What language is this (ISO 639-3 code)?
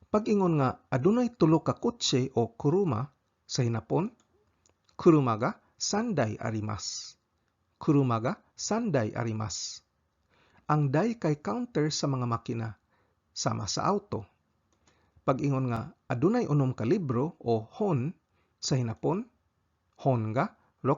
ceb